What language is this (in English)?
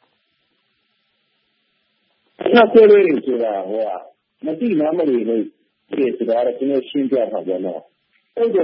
Burmese